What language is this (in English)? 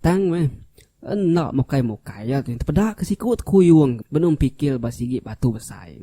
Iban